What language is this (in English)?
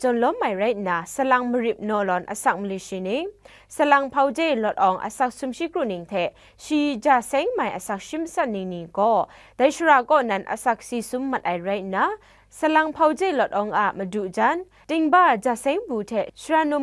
Kachin